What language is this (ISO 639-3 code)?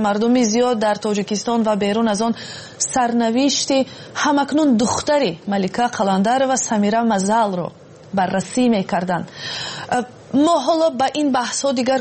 tgk